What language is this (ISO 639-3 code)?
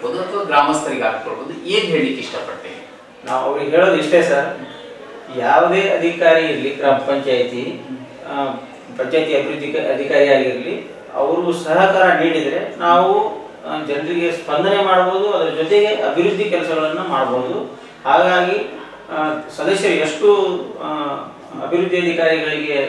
kan